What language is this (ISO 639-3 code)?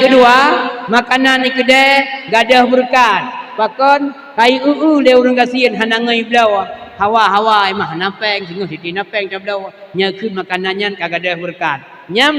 ace